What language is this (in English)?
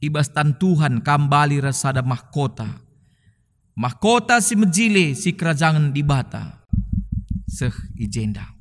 Batak Karo